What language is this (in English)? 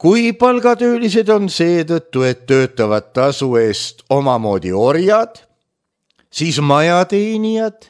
Estonian